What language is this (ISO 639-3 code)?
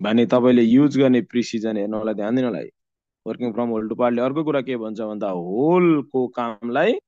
nep